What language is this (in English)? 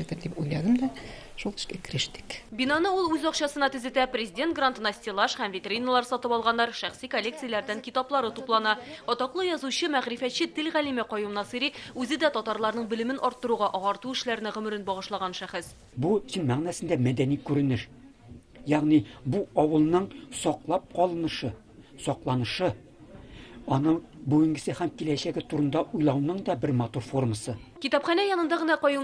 Tatar